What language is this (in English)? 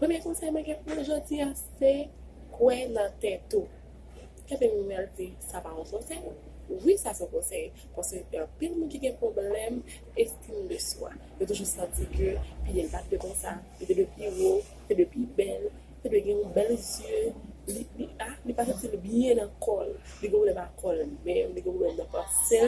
Haitian Creole